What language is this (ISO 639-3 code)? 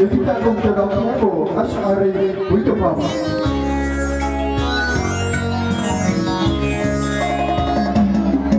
vie